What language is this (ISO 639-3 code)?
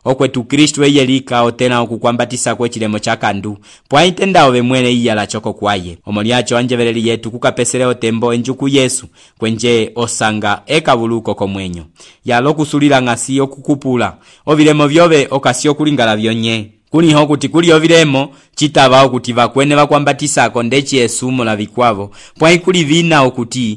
umb